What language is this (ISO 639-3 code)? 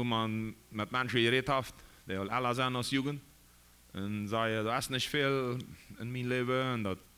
pdt